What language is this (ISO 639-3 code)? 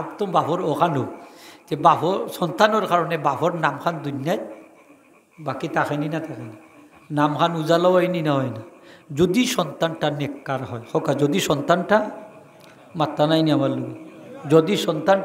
syl